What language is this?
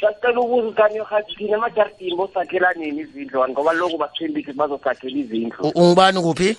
South Ndebele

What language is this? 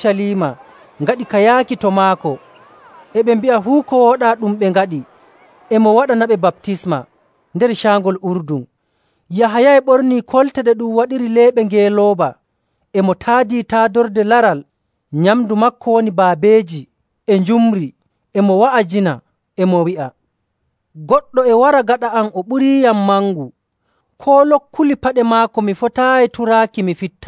Nigerian Fulfulde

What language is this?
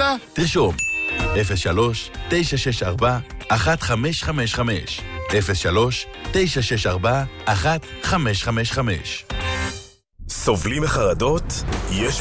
Hebrew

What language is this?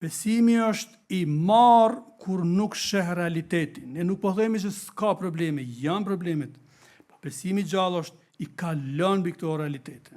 Albanian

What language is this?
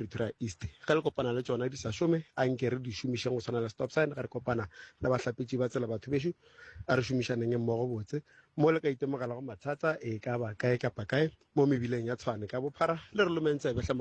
Northern Sotho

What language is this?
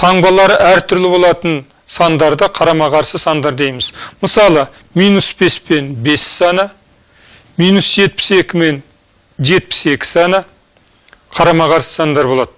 Kazakh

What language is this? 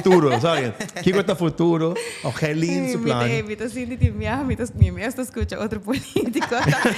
Papiamento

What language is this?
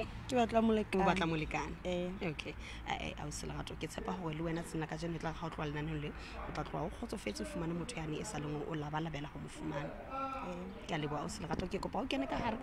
Southern Sotho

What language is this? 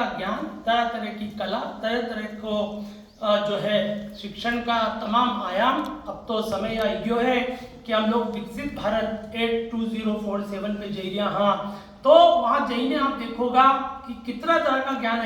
Rajasthani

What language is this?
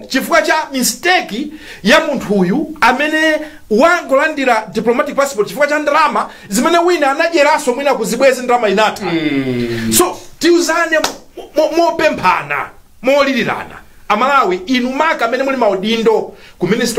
Nyanja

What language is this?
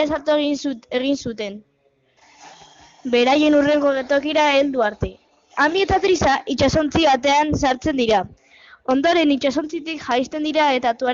Basque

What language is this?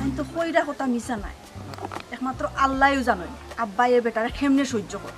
Sylheti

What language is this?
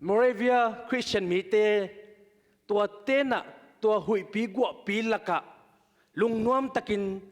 Tedim Chin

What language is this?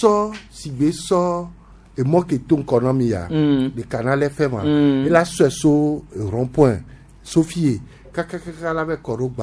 Gen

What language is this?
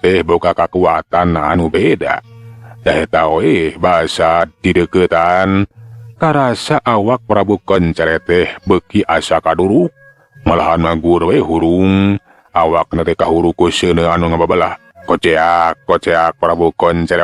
Sundanese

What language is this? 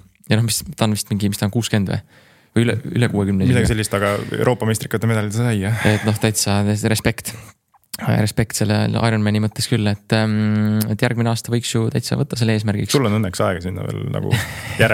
Estonian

